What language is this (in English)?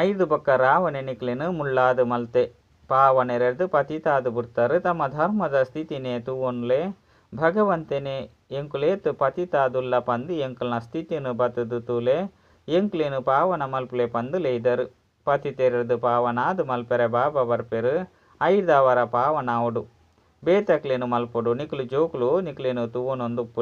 Tulu